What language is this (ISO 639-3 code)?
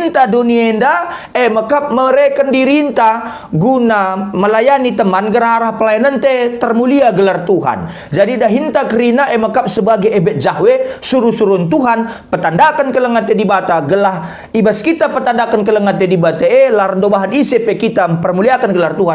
btx